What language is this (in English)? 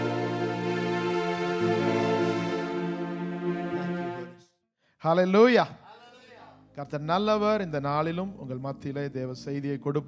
Tamil